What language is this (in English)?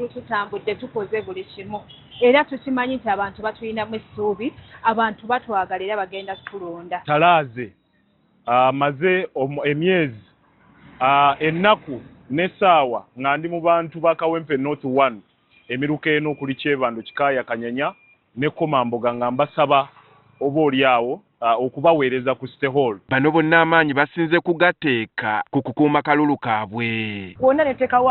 Ganda